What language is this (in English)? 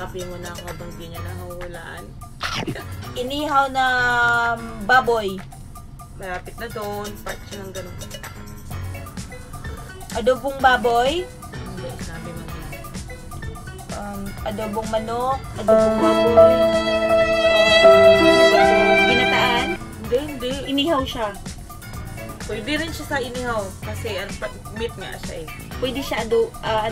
Filipino